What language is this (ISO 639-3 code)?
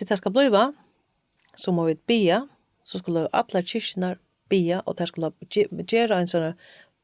fao